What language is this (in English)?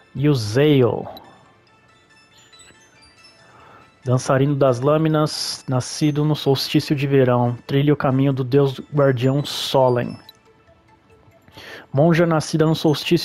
Portuguese